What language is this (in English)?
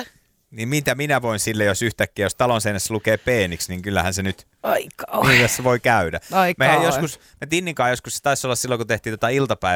Finnish